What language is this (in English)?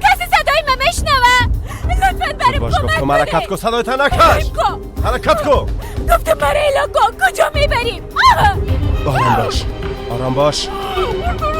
Persian